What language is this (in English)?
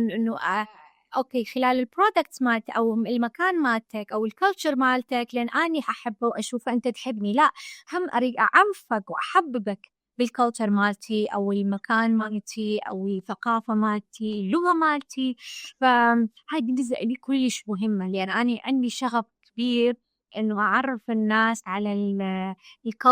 Mesopotamian Arabic